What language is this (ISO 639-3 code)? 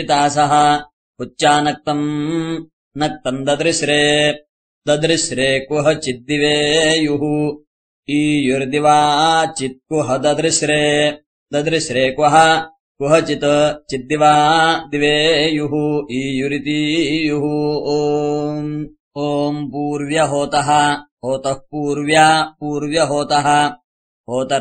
san